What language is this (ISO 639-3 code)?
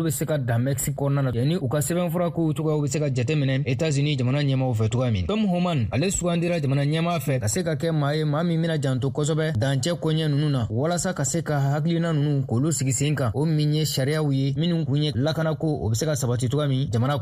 bam